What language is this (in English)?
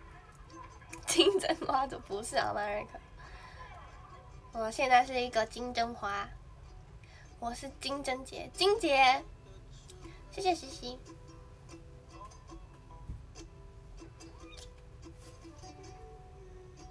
Chinese